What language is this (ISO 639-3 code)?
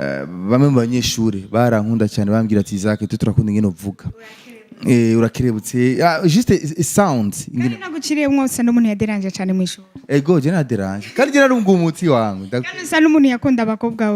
run